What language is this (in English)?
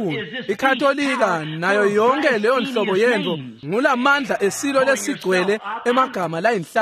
Swati